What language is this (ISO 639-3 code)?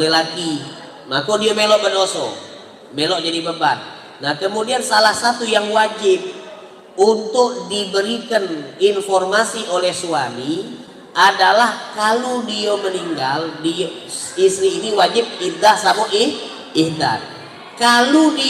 mui